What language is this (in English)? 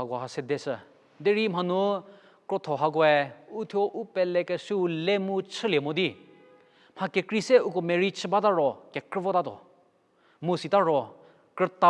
Angami Naga